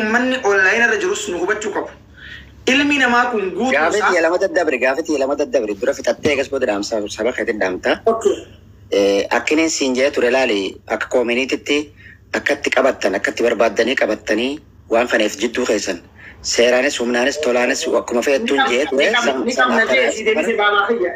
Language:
Oromo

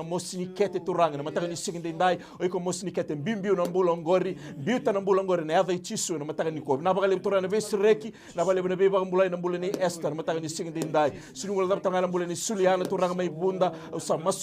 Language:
Fijian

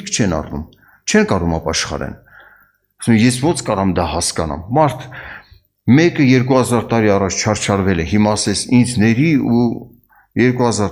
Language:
Armenian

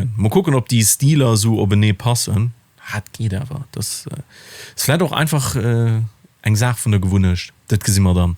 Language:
Luxembourgish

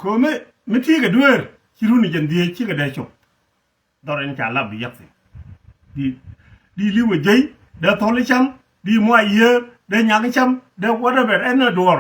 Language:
Nuer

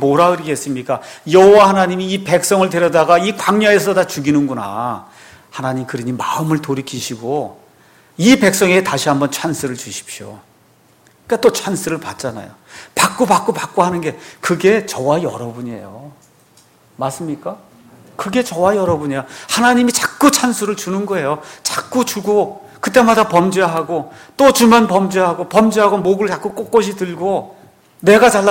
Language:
Korean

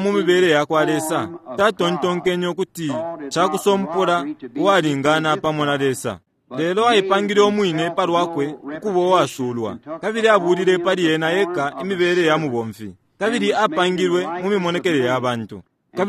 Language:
Bemba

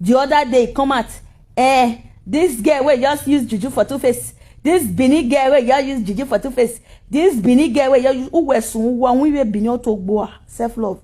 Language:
Nigerian Pidgin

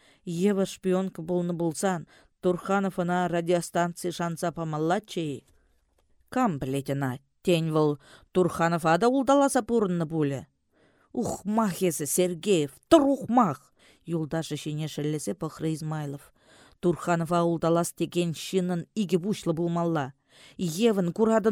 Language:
Chuvash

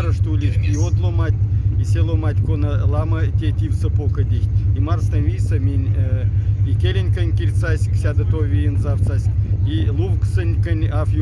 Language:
Moksha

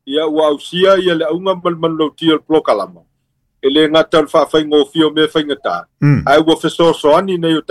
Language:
Samoan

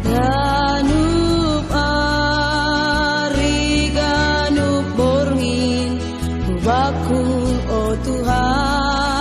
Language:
Batak Simalungun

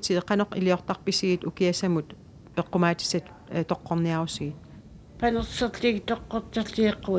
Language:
Kalaallisut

